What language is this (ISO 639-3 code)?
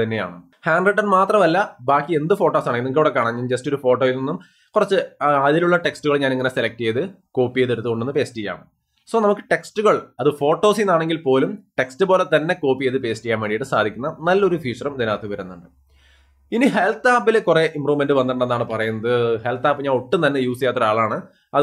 mal